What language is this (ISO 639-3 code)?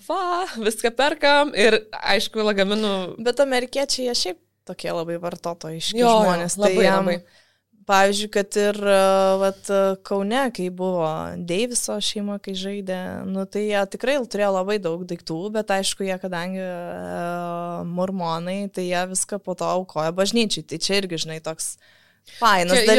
lit